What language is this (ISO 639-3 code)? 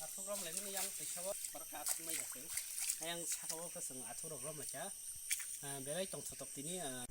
trp